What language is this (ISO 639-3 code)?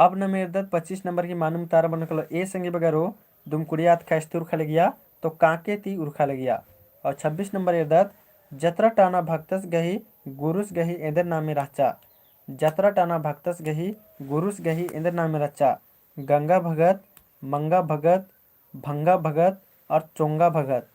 kru